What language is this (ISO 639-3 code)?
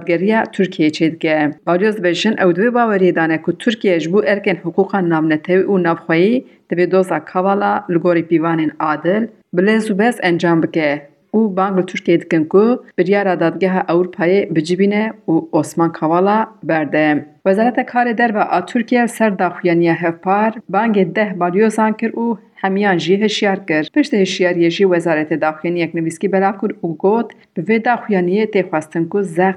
kur